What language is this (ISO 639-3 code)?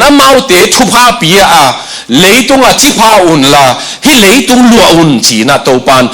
ctd